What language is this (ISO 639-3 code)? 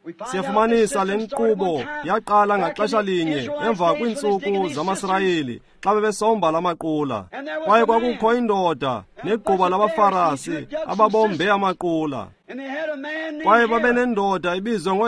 xho